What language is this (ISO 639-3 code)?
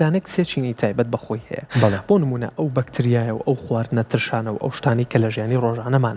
ckb